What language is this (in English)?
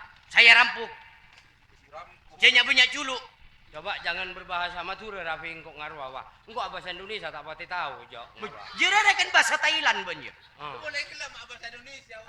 Madurese